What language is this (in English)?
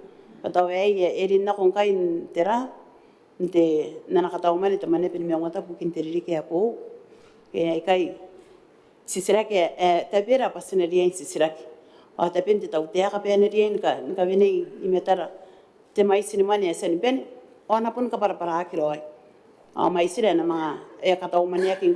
Gilbertese